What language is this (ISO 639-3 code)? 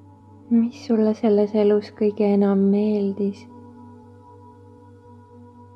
est